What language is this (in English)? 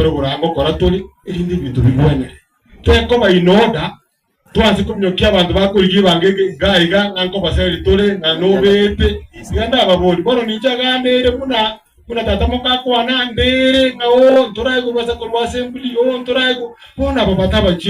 Gusii